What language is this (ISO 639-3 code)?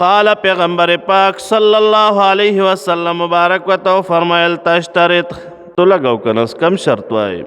pus